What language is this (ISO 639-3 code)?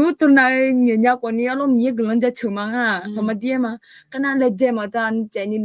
ahk